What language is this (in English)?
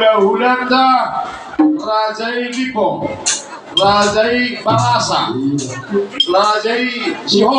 Batak Toba